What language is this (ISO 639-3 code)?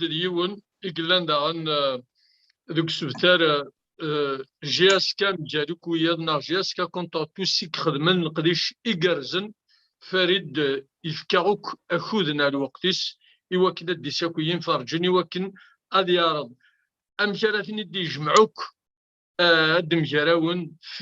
kab